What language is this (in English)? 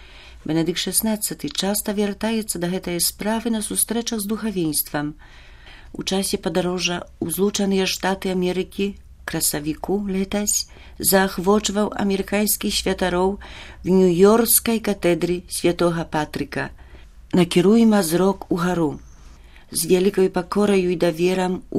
Belarusian